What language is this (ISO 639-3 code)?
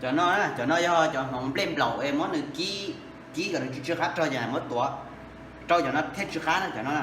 hmn